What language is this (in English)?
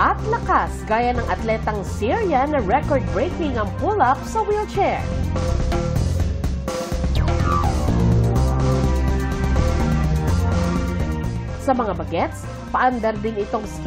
Filipino